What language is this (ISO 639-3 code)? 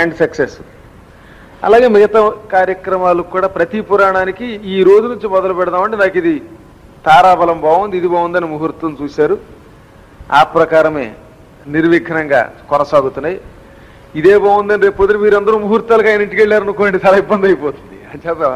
tel